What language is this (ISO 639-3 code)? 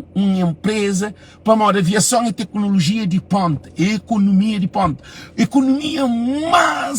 kea